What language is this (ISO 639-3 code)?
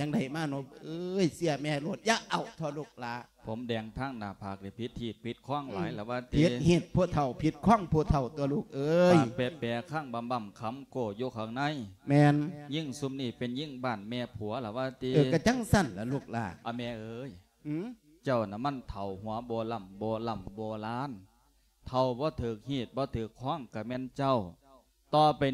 lao